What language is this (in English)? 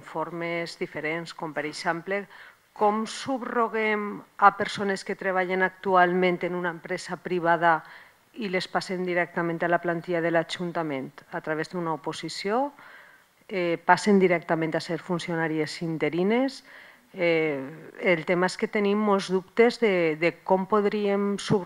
Catalan